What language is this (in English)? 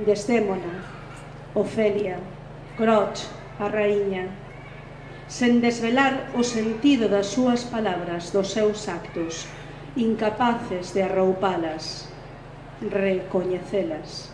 Galician